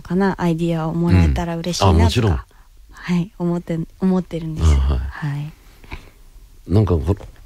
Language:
Japanese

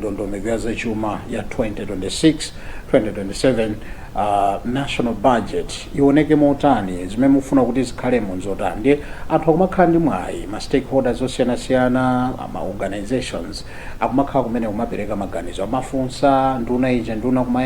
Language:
Nyanja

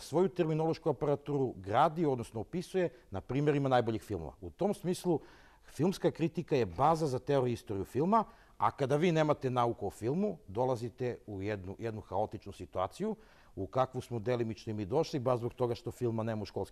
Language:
Serbian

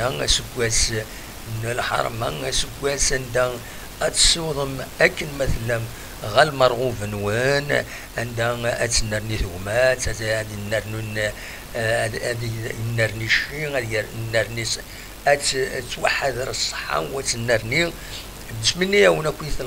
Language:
Kabyle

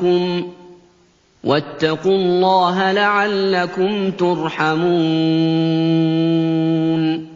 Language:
Arabic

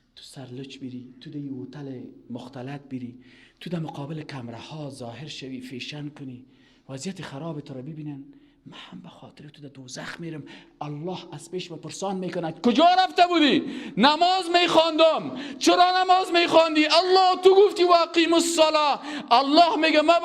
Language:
Persian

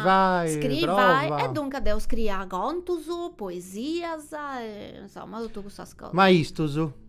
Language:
Sardinian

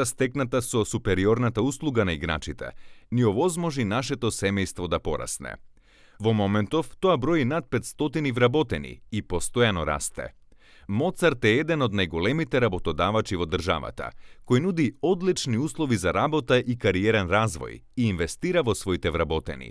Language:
Macedonian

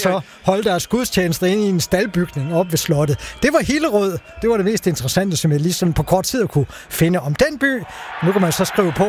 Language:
Danish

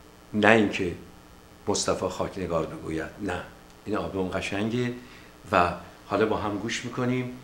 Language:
Persian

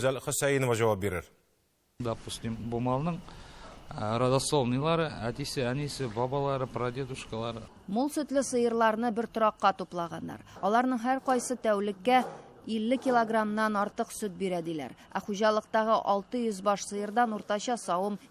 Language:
Tatar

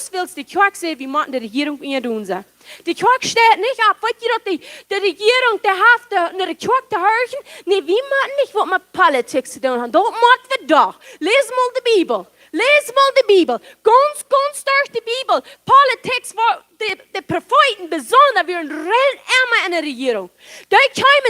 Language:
Plautdietsch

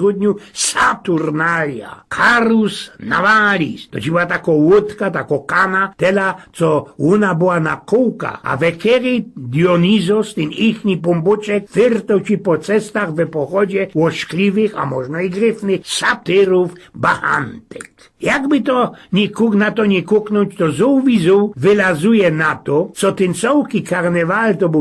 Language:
Silesian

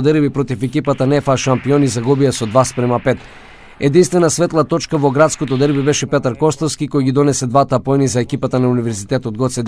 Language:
Macedonian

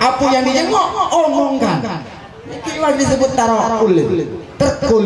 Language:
Musi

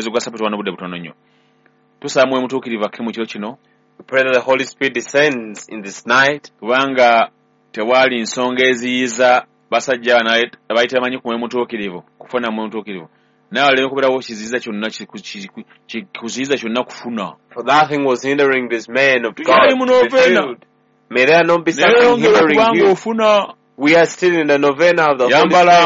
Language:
Ganda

